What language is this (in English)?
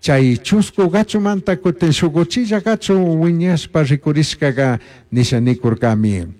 Chimborazo Highland Quichua